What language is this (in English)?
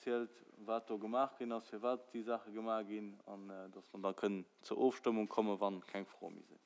Luxembourgish